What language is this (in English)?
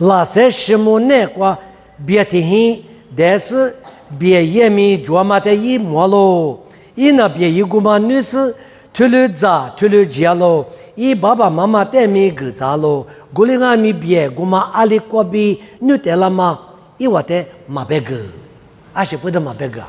Lisu